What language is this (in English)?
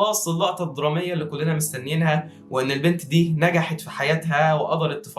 Egyptian Arabic